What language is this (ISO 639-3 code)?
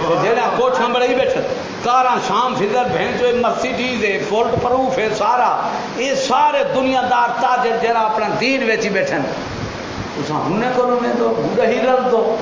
skr